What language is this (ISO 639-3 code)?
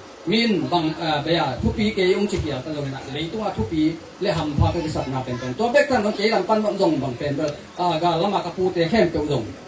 ctd